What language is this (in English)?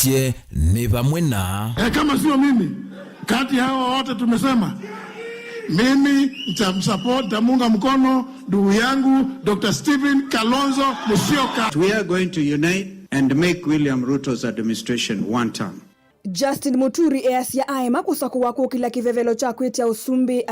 Kamba